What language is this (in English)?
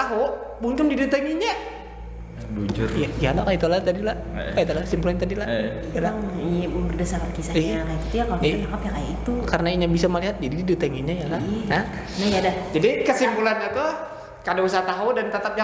Banjar